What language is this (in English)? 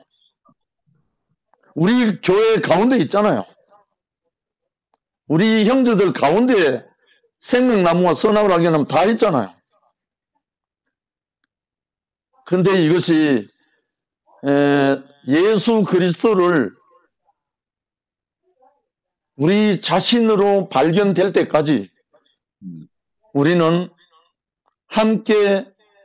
Korean